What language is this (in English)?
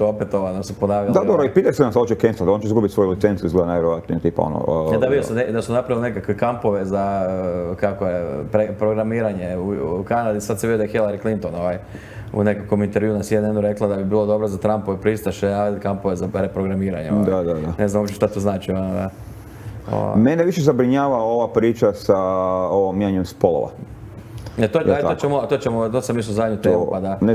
Croatian